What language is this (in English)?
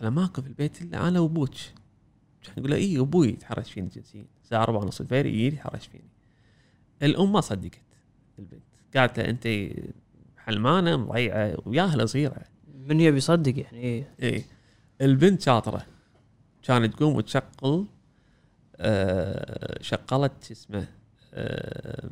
Gulf Arabic